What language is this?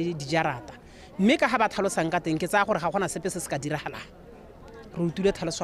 Tswana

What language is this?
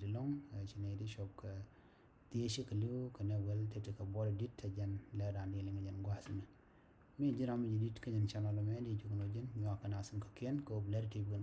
Nuer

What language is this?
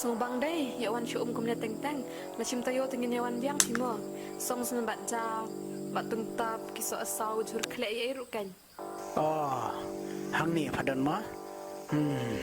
Khasi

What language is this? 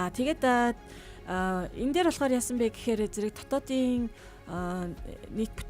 Mongolian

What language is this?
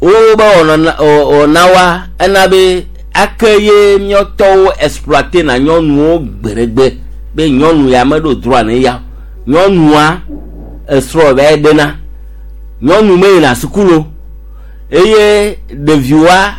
Gen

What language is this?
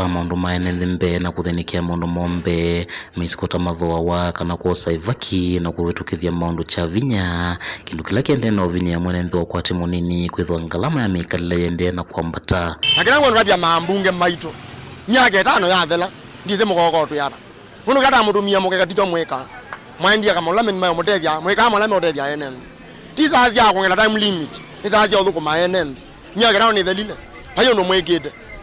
Kamba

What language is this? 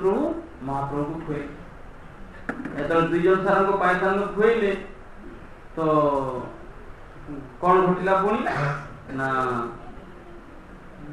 Odia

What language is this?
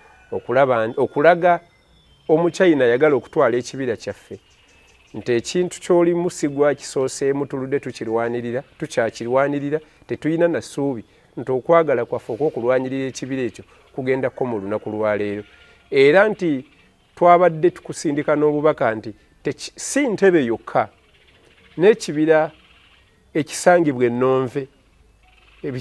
Ganda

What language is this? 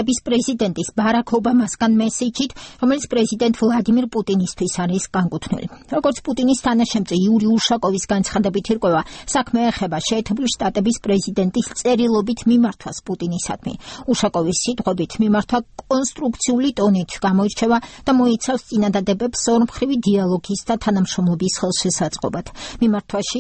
Georgian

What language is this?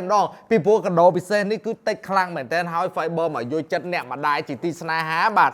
Khmer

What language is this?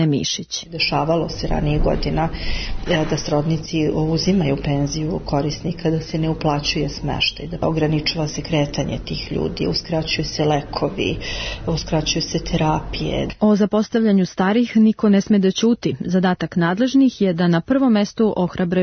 Serbian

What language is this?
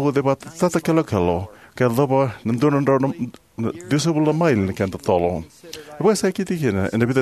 Fijian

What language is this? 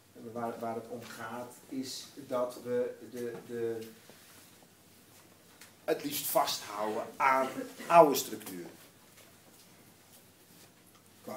Dutch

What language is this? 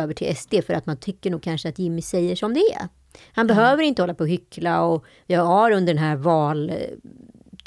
Swedish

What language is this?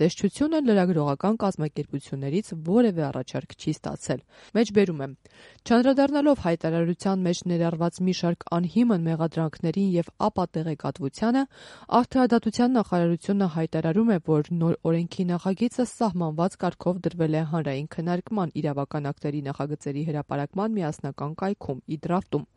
Armenian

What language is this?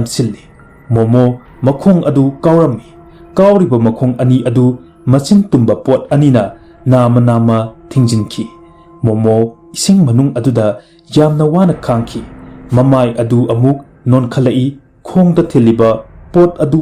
Manipuri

